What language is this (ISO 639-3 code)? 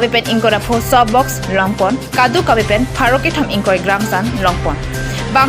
mjw